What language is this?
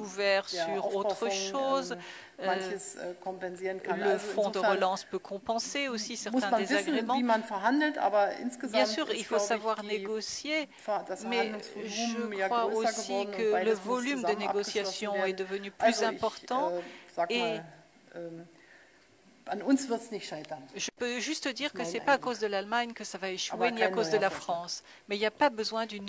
French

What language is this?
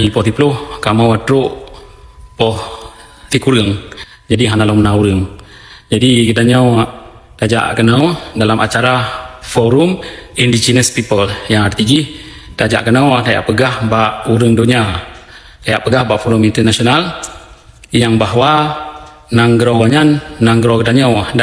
Achinese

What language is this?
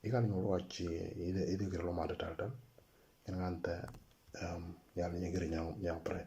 Moro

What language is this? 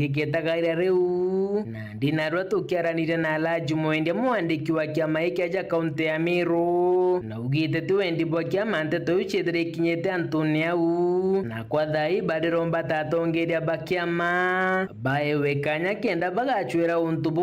Meru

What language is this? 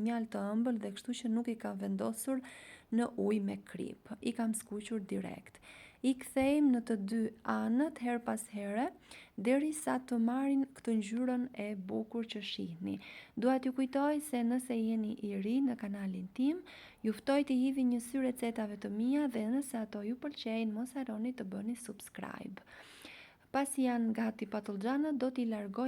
Albanian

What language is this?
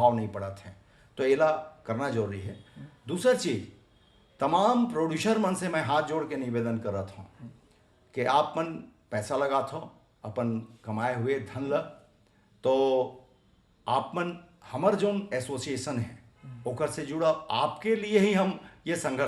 Chhattisgarhi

